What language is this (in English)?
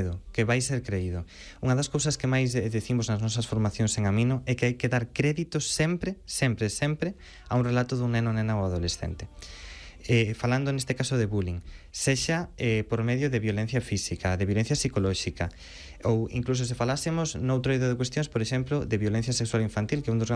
Galician